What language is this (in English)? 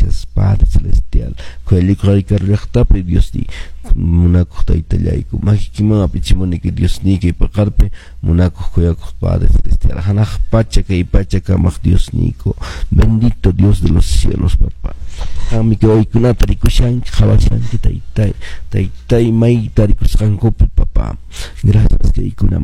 Quechua